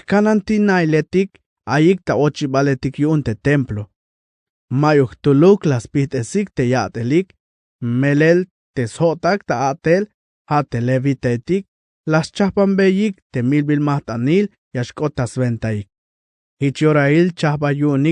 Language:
Tzeltal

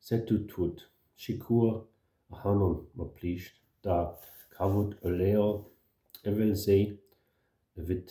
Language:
Breton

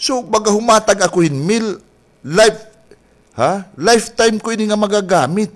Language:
Waray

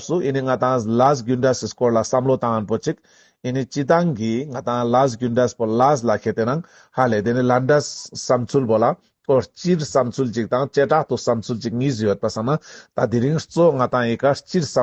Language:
Ladakhi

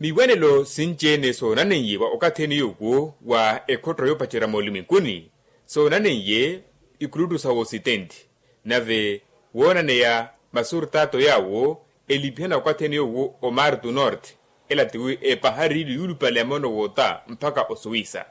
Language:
Makhuwa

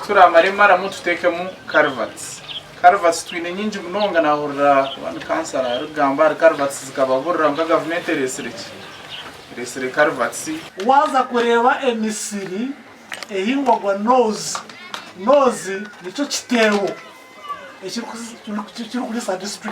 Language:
Nyankole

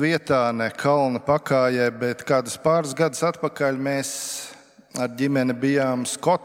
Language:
Latvian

